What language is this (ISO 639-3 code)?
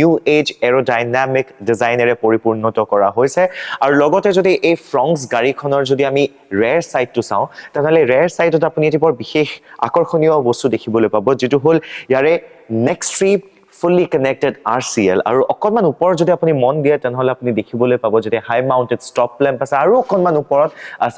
asm